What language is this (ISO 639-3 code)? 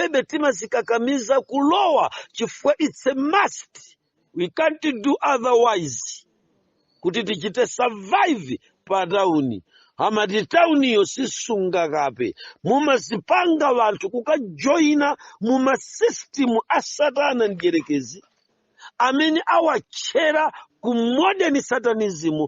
nya